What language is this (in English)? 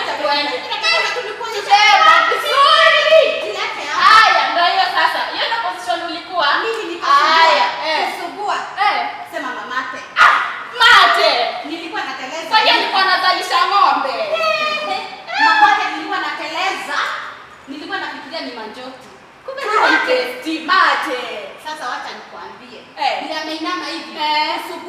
Swahili